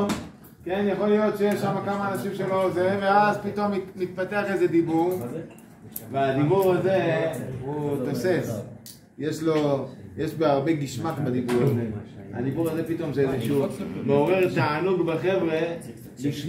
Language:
Hebrew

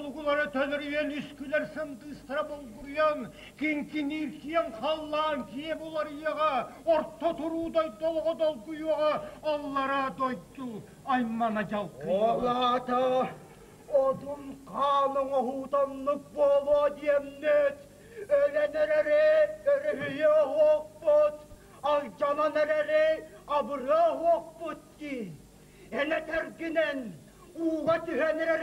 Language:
Yakut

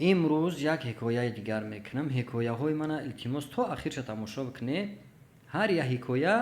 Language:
Tajik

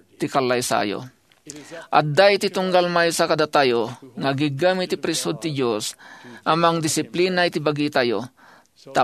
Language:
Iloko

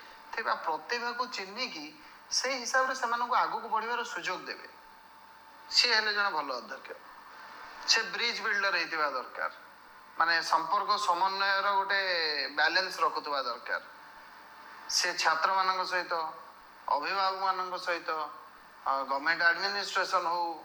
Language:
Odia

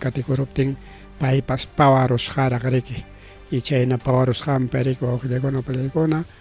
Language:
Ayacucho Quechua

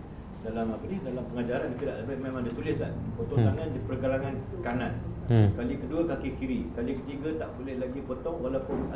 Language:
Malay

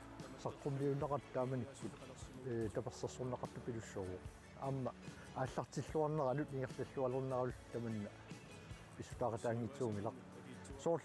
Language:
Kalaallisut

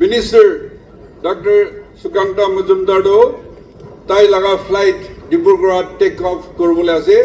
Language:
Naga Pidgin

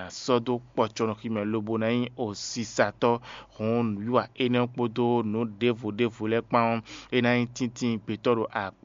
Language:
Fon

